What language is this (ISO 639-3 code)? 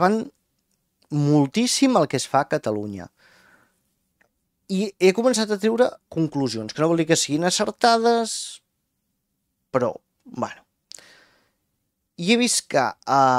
cat